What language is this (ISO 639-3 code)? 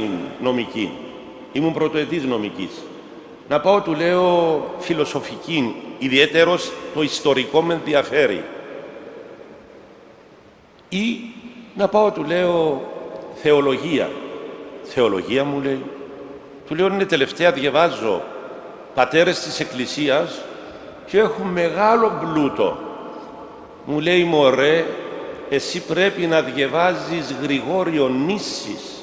ell